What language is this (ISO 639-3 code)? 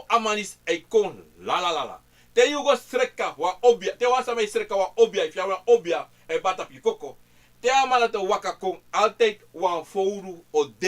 srn